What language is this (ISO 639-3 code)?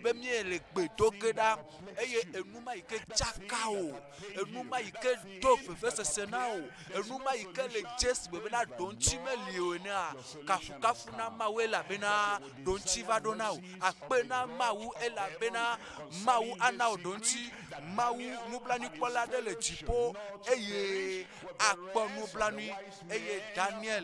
ewe